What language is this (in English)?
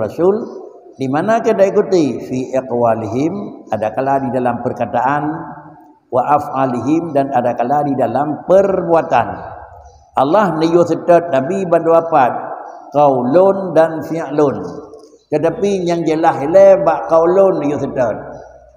Achinese